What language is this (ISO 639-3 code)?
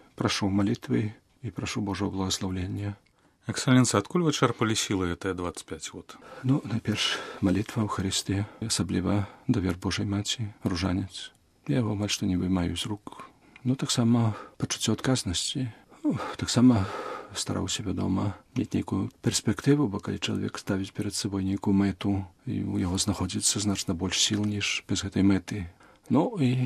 bel